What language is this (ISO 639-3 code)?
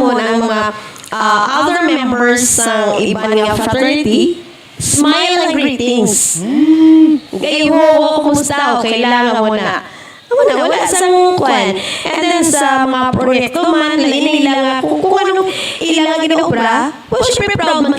hil